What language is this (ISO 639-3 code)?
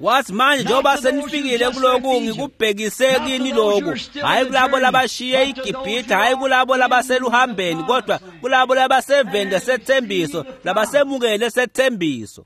ssw